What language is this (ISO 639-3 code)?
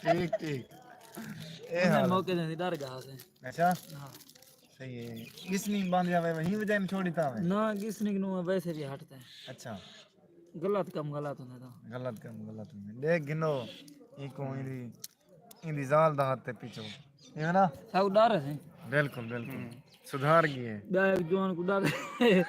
skr